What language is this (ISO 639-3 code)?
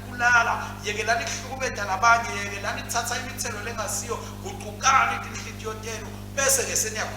ssw